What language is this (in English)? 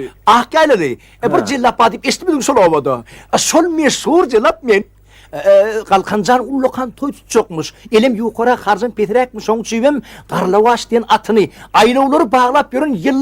Turkmen